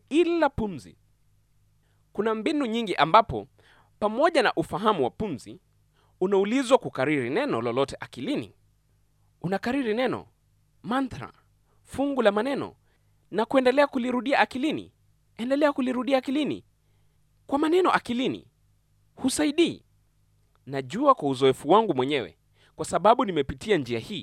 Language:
Swahili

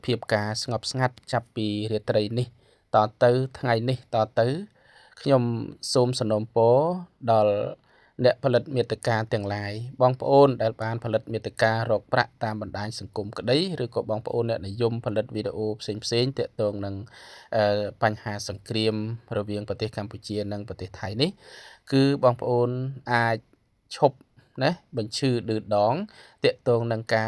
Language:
Khmer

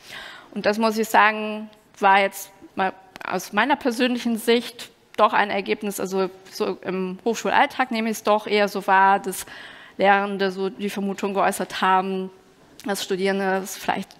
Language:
German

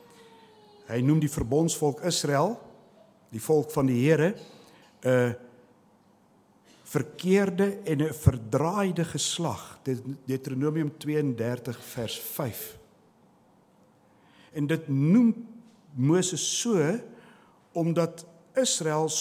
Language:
Afrikaans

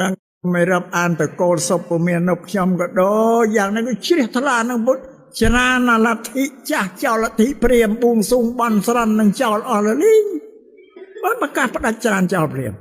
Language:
Khmer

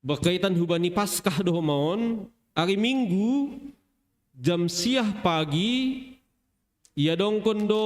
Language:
Batak Simalungun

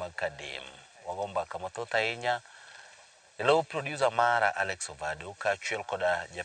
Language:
Luo (Kenya and Tanzania)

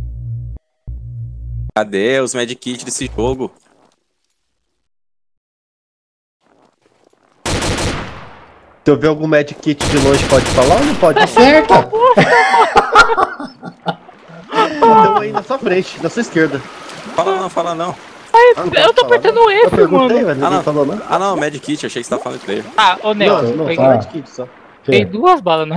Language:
Portuguese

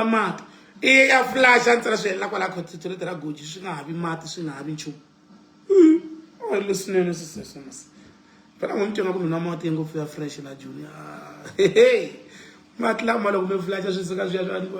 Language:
Tsonga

